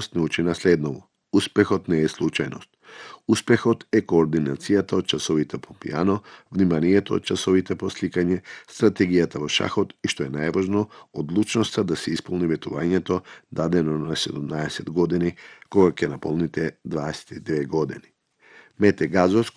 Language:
Macedonian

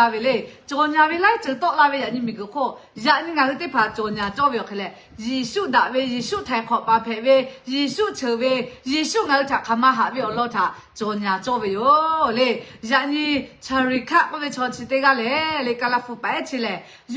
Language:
Lahu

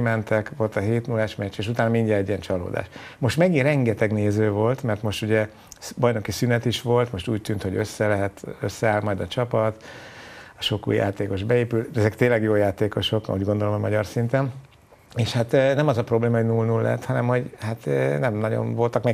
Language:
Hungarian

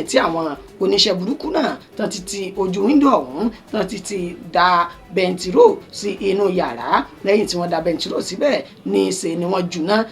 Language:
Yoruba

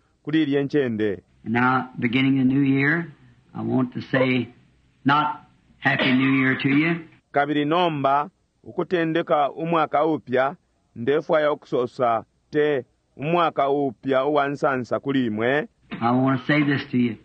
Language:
Bemba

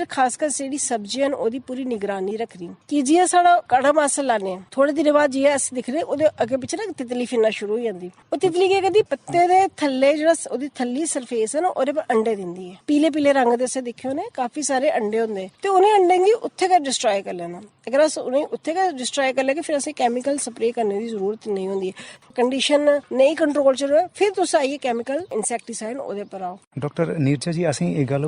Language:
Dogri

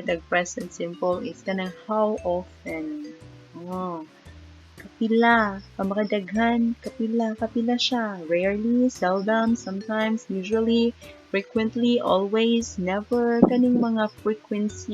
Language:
Cebuano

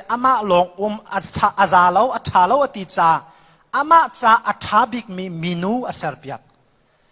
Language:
Hakha Chin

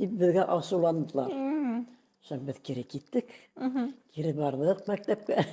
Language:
Bashkir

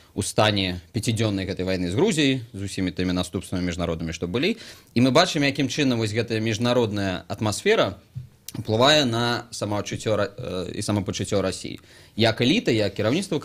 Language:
Belarusian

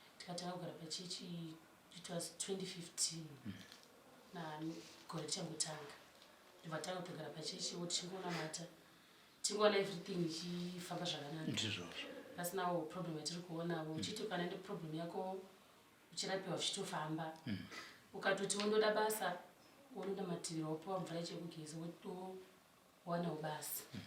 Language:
Shona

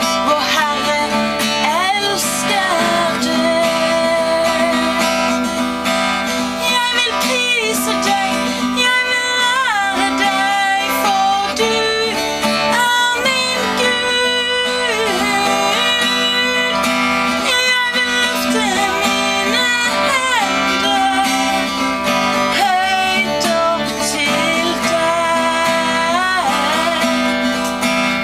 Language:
Norwegian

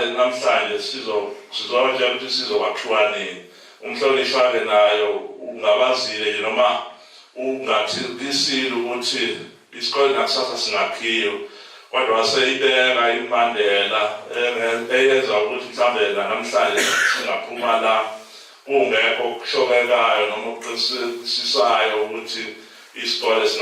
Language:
Zulu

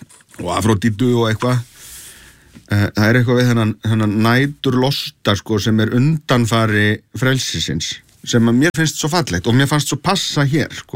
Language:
Icelandic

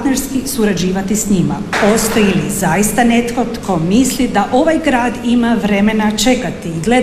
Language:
Croatian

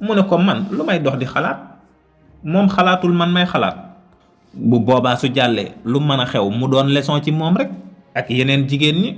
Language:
Wolof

